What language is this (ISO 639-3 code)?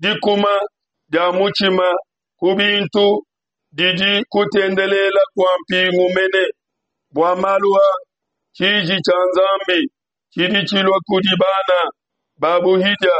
lua